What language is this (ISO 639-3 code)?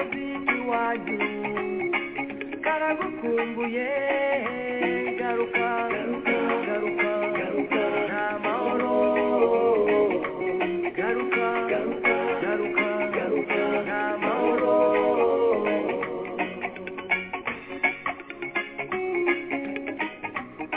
kin